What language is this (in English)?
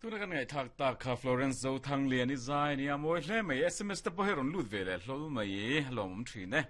Mizo